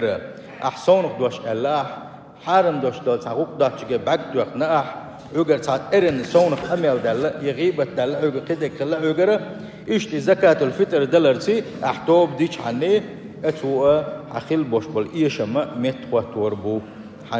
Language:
Chechen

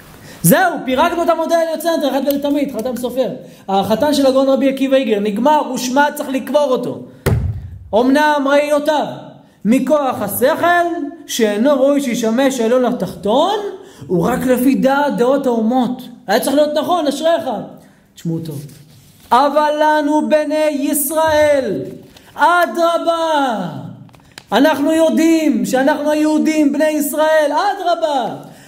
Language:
Hebrew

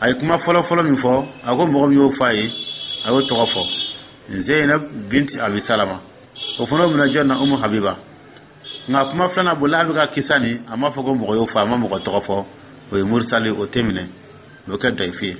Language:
Dyula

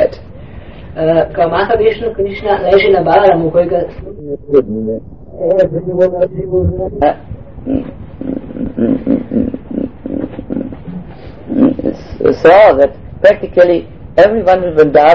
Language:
Croatian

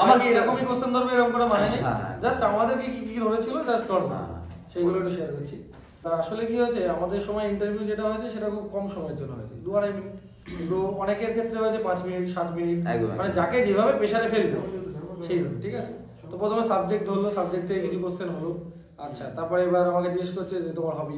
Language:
Bangla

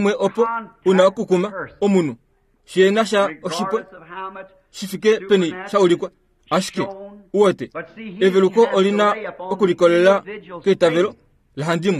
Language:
Kuanyama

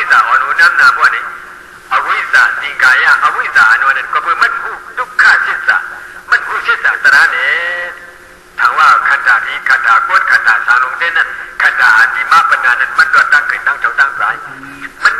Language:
Shan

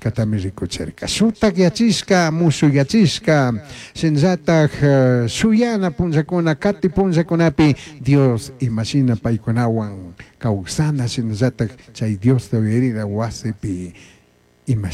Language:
Chimborazo Highland Quichua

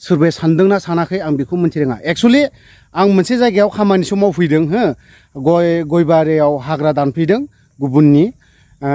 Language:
Bodo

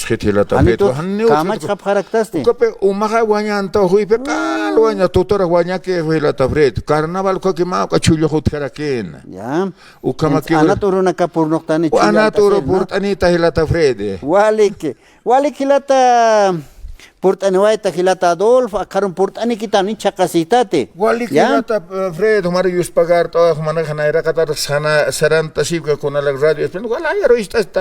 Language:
Aymara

